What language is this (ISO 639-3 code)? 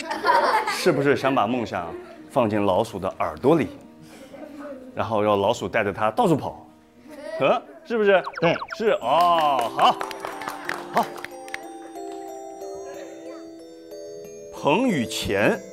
zho